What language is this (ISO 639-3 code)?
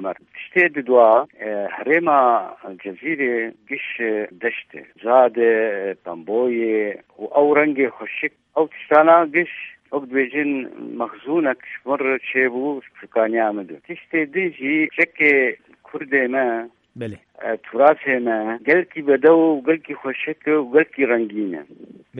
kur